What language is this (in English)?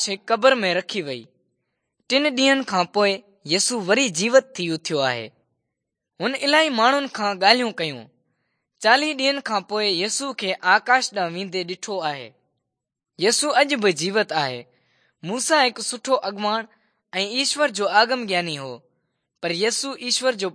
Sindhi